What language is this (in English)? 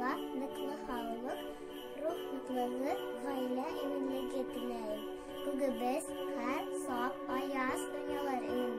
Bashkir